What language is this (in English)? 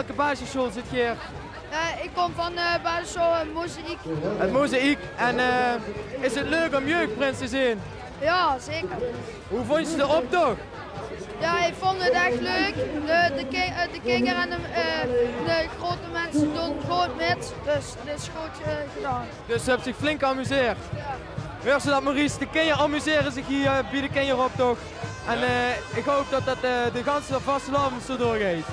Limburgish